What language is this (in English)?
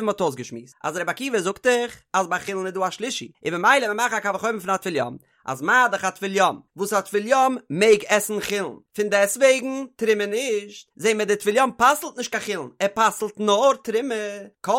Yiddish